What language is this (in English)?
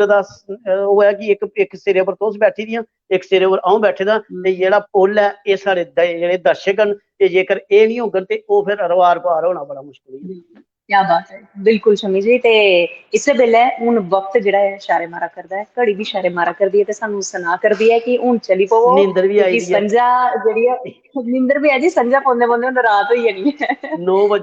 Dogri